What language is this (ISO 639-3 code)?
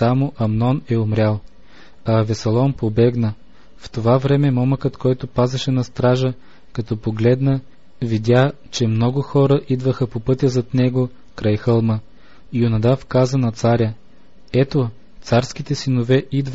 bul